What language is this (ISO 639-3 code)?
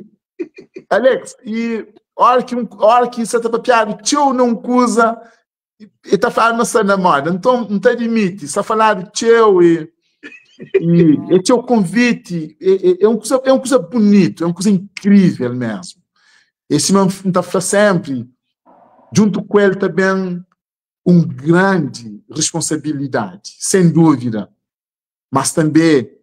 kea